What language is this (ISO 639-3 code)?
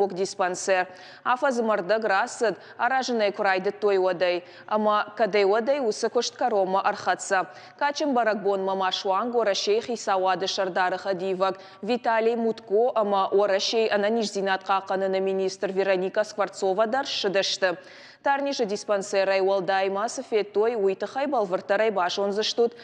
oss